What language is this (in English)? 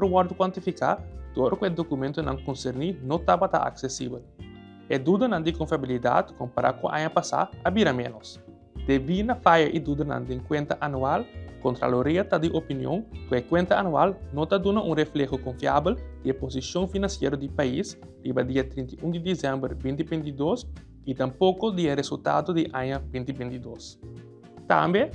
Papiamento